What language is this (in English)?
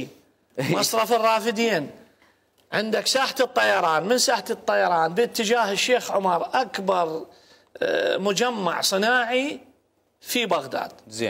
Mesopotamian Arabic